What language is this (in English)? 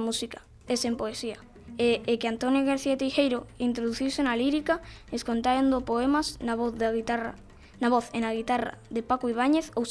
Galician